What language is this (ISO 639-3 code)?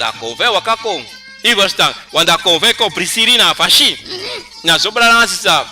srn